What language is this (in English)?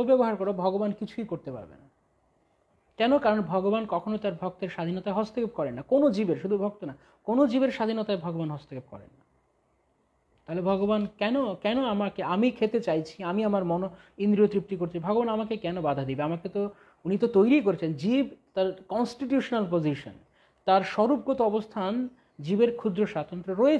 Bangla